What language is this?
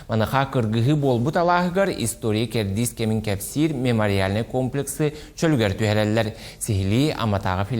Yakut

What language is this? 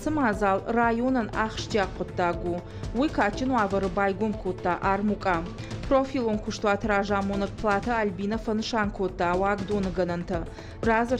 Ossetic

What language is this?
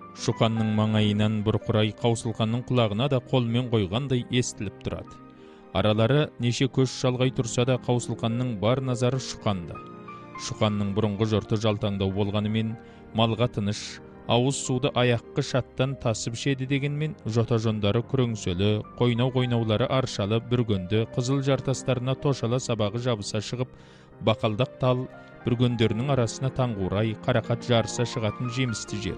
Kazakh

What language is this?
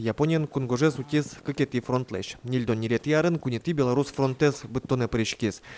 Udmurt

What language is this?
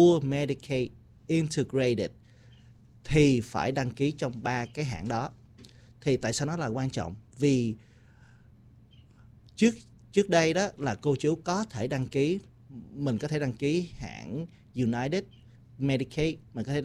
Vietnamese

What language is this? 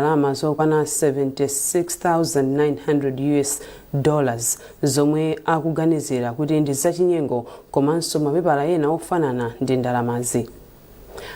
Nyanja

